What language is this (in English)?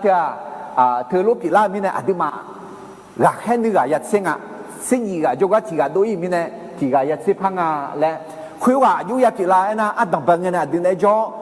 Akha